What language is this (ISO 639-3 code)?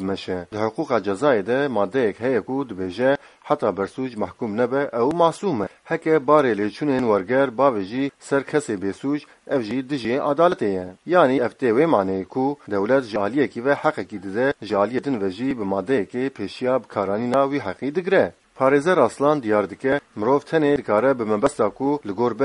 kur